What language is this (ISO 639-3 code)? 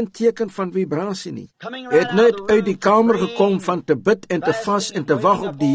afr